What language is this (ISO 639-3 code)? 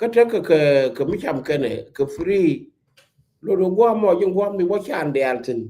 nus